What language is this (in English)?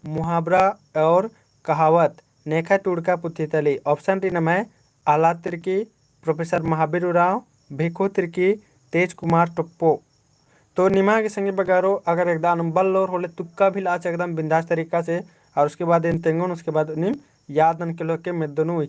Kurukh